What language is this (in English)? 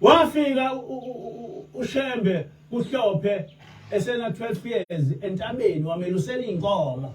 Zulu